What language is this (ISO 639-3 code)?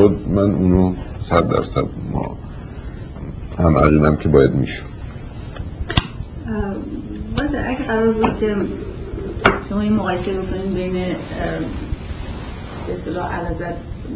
fas